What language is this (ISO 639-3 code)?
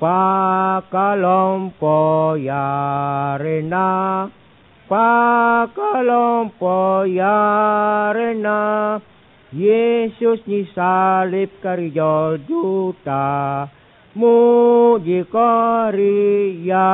mak